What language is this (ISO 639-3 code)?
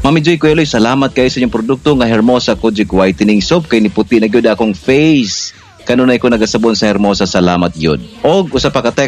ceb